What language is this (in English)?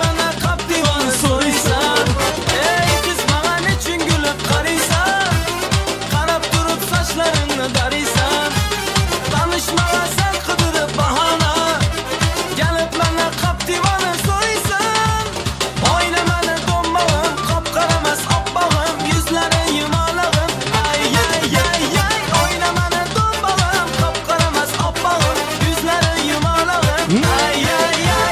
Turkmen